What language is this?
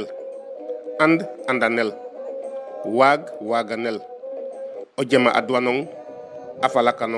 Serer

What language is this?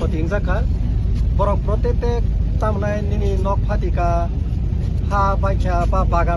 Riang (India)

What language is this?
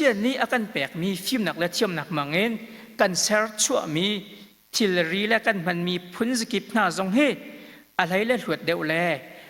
Hakha Chin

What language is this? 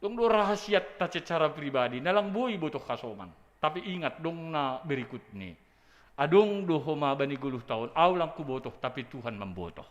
Batak Simalungun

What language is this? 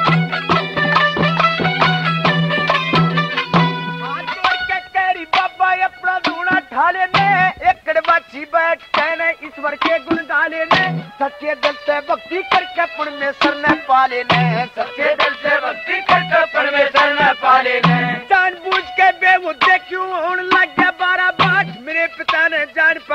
Haryanvi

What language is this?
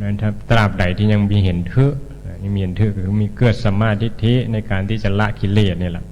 Northeastern Thai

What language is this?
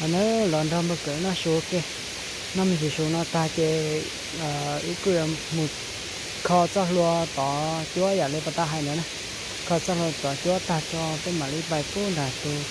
Hmong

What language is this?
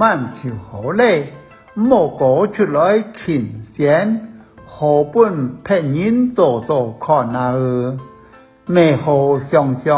Hakka Chinese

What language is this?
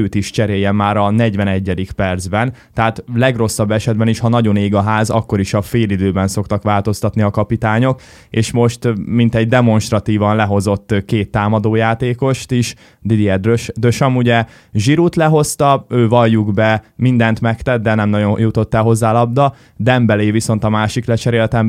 Hungarian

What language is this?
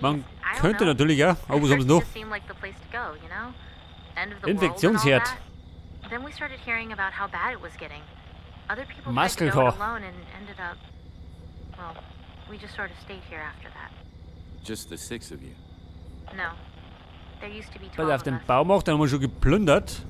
Bavarian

